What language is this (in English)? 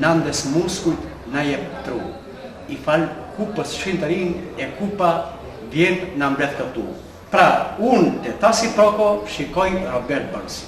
Albanian